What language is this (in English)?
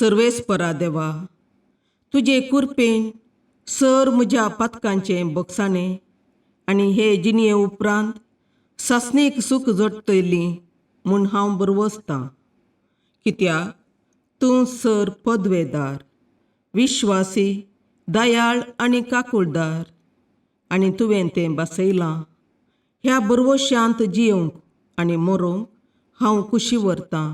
Konkani